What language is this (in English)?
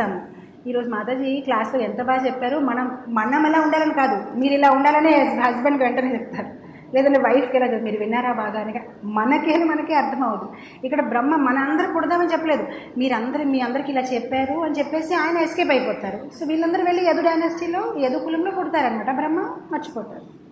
Telugu